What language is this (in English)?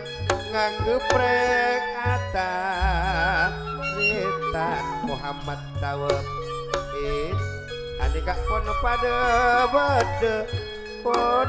Madurese